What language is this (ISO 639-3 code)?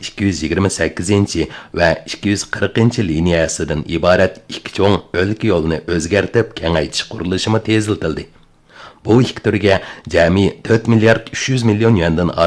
uig